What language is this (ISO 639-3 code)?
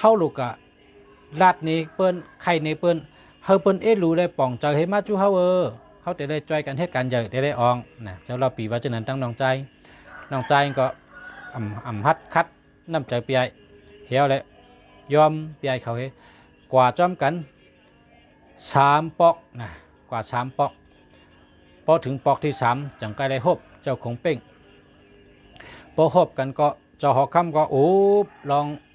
shn